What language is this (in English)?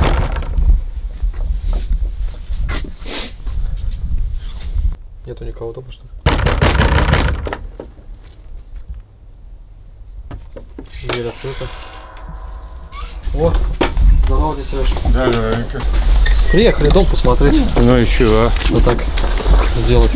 Russian